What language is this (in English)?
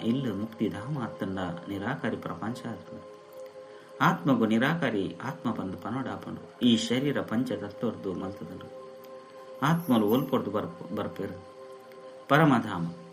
Tulu